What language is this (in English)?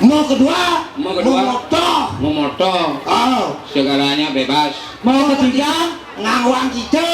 Balinese